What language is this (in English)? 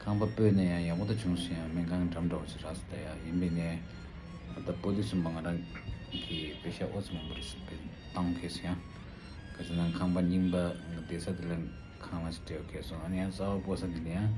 Tibetan